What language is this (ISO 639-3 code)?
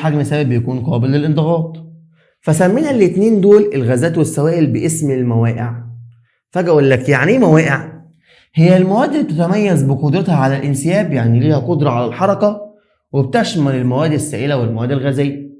arz